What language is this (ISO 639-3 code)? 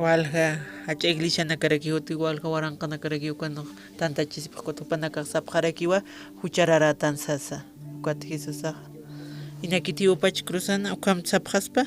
aym